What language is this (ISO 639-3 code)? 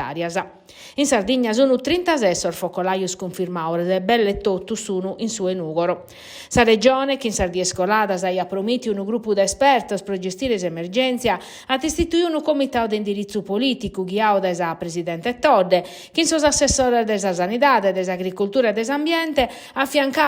srd